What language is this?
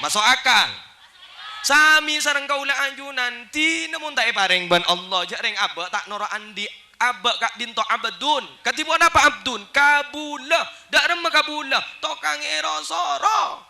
Madurese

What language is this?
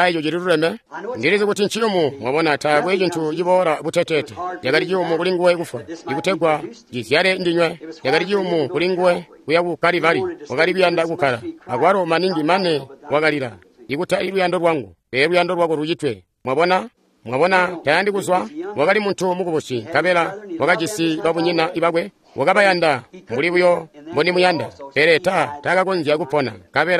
Tonga (Zambia)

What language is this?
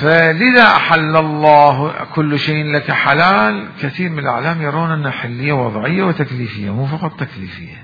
Mesopotamian Arabic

